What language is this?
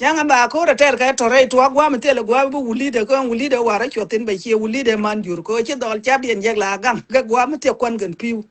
Nuer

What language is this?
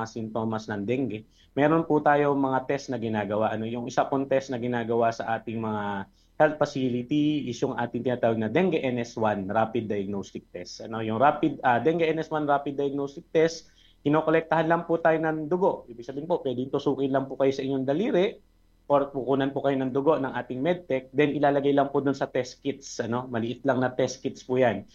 Filipino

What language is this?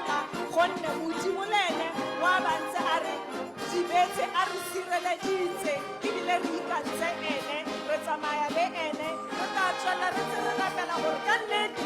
Tswana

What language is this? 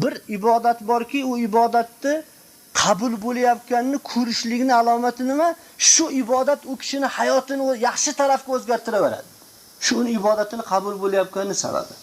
Uzbek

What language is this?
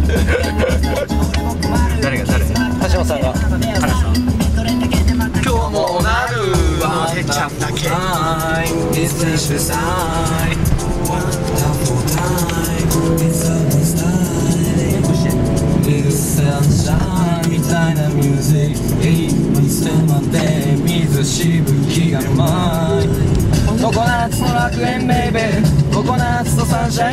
Japanese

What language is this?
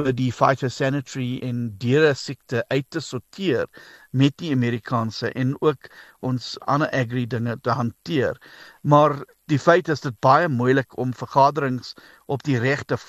Afrikaans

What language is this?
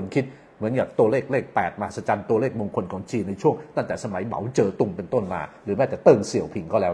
Thai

